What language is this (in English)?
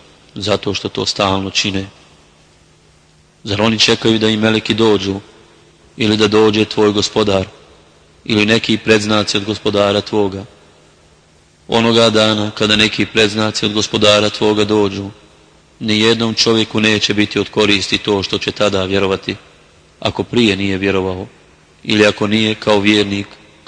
Bosnian